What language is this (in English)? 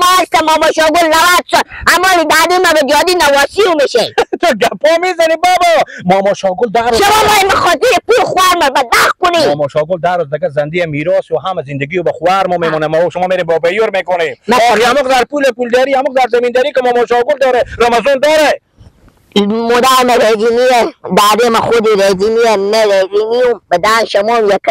Persian